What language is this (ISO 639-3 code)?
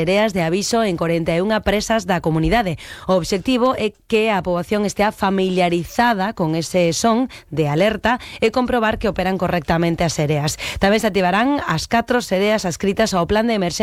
glg